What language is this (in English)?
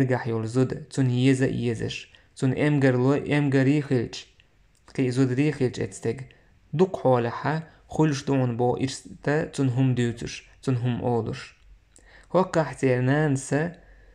Chechen